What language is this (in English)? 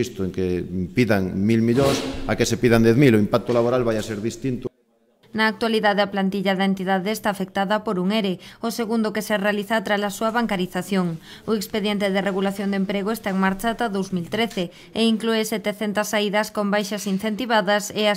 Galician